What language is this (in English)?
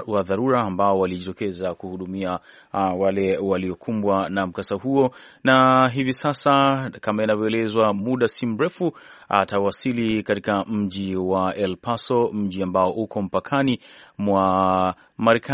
Swahili